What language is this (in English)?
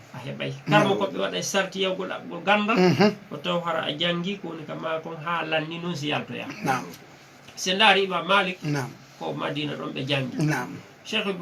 Fula